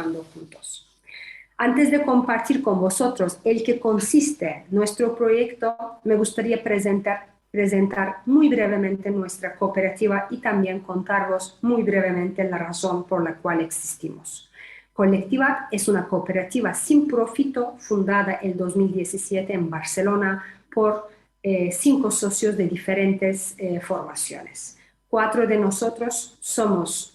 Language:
Ladino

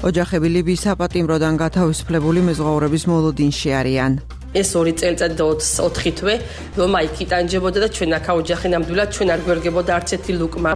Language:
Georgian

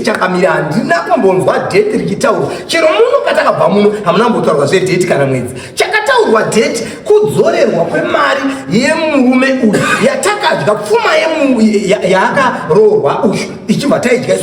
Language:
Shona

